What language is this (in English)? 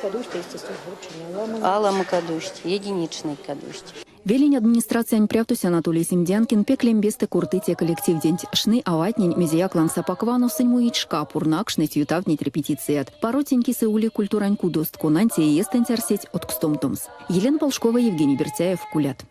Erzya